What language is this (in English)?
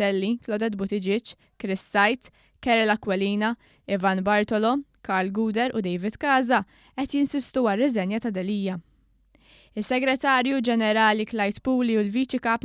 Maltese